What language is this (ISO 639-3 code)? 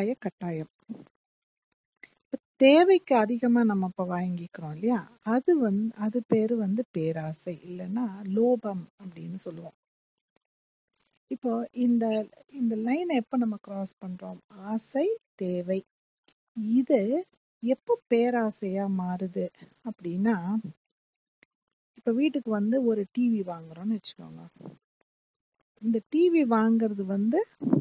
tam